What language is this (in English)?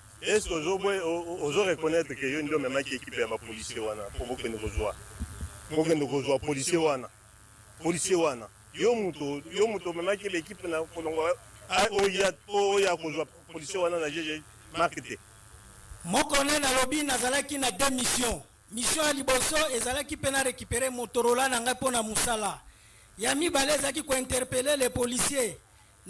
Lingala